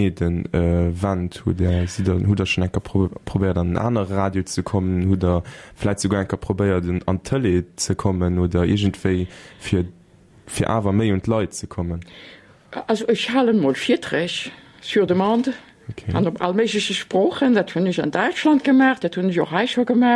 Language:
Luxembourgish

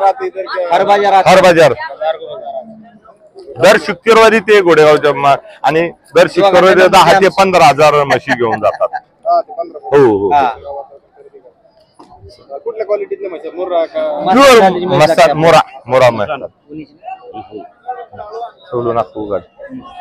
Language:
Marathi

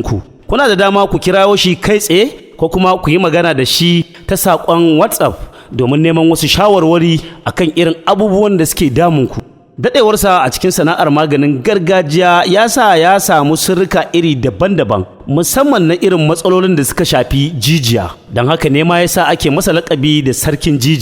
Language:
Hausa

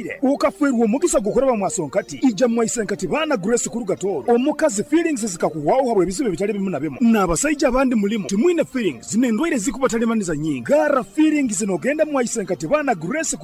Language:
Nyoro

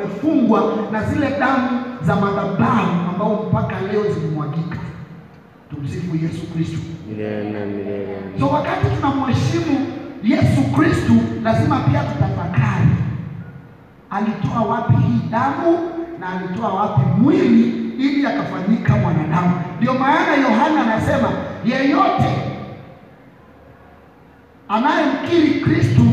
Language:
Swahili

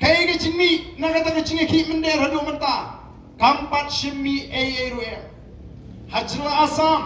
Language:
Khasi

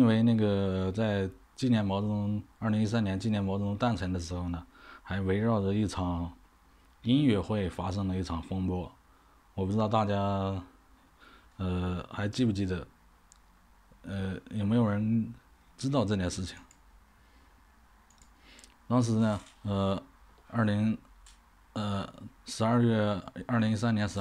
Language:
Chinese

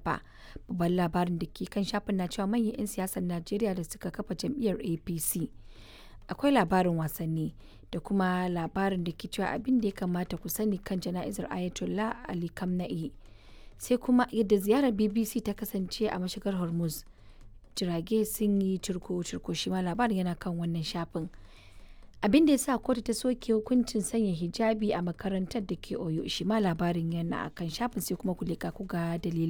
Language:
Hausa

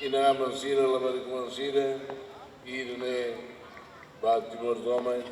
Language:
Tetum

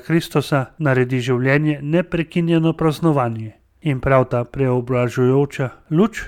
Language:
Slovenian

